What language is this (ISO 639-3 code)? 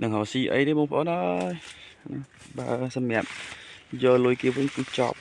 khm